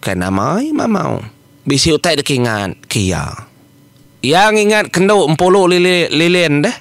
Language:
Iban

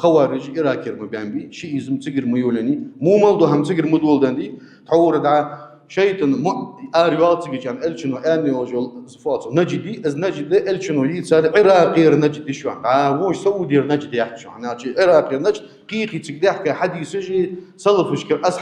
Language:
Ingush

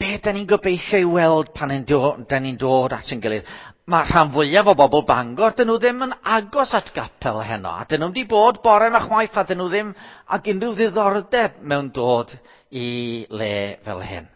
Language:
Welsh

